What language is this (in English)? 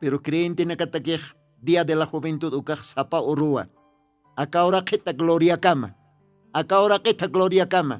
Aymara